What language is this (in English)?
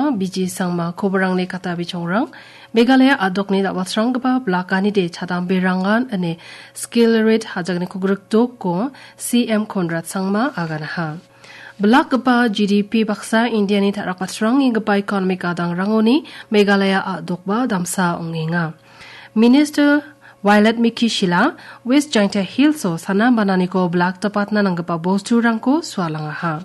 Garo